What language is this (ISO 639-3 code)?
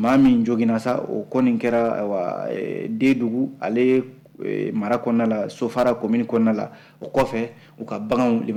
bam